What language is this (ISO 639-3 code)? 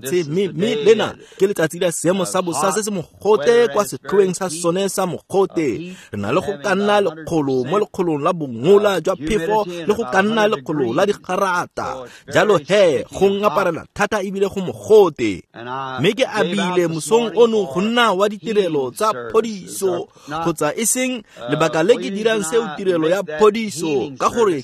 tsn